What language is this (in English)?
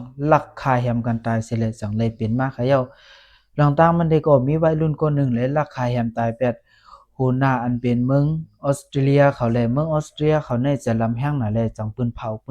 Lao